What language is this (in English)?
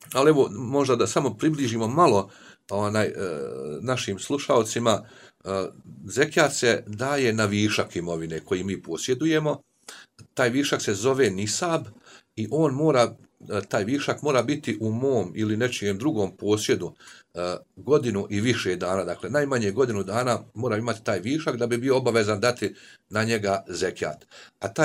Bosnian